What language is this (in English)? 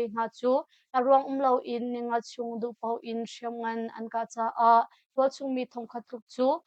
Hakha Chin